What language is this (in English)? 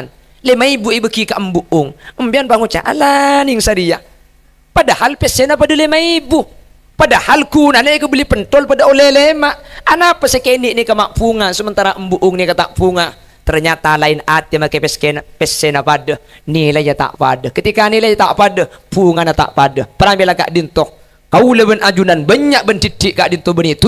Madurese